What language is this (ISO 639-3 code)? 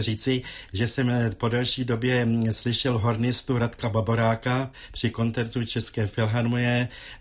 ces